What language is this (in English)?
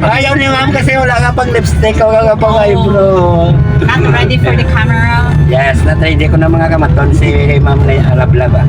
Hiligaynon